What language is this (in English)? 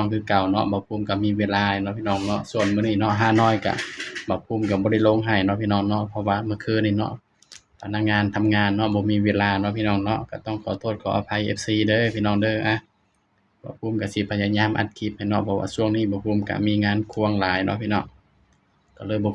Northeastern Thai